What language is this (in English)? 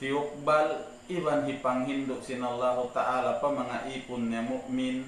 Tausug